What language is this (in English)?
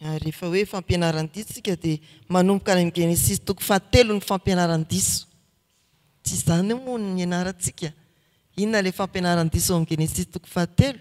Malagasy